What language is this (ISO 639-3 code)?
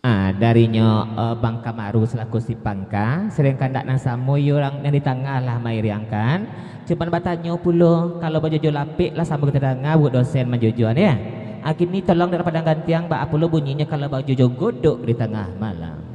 min